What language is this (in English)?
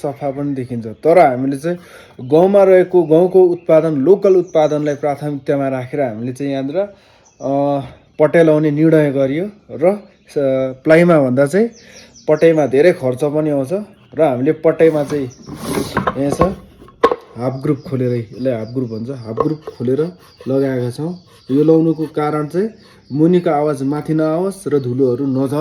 Nepali